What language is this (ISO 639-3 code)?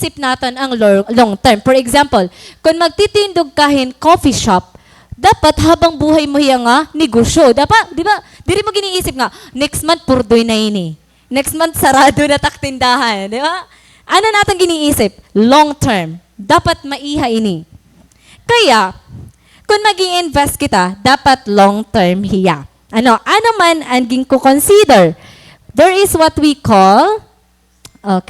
war